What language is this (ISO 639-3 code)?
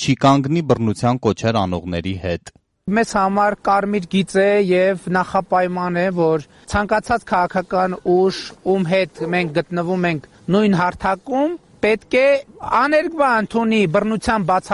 hye